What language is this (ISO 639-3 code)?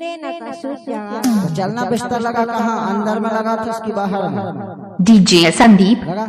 hne